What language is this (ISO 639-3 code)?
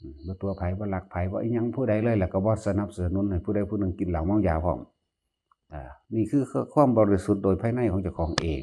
tts